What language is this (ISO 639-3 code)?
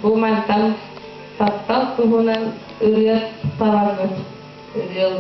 sah